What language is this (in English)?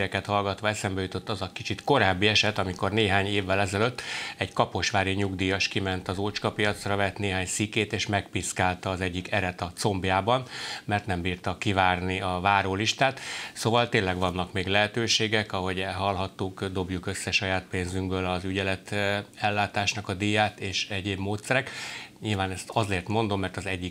Hungarian